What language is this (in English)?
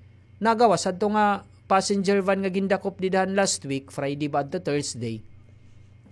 Waray